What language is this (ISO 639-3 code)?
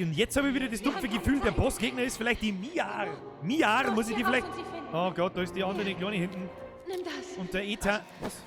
bar